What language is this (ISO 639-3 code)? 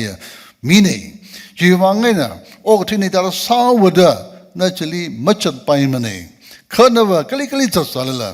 nmf